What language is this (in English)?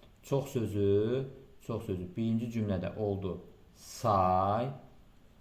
Azerbaijani